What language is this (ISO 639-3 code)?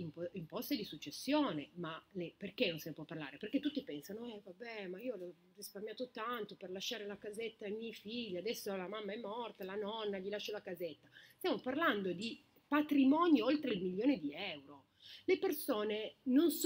ita